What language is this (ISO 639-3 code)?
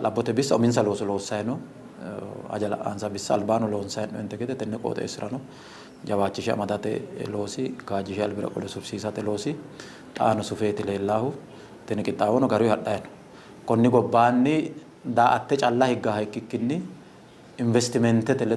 sid